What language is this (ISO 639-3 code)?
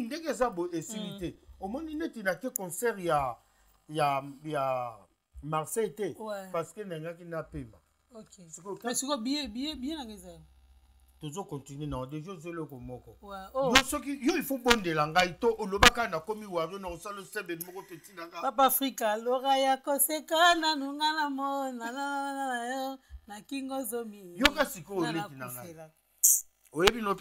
lin